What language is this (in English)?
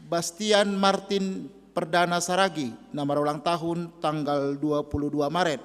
Batak Simalungun